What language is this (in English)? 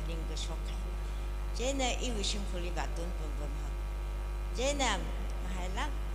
Tangkhul Naga (India)